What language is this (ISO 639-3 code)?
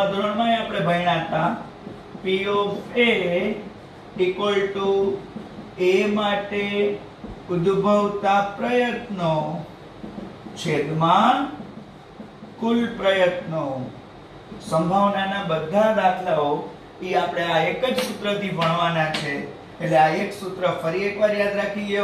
guj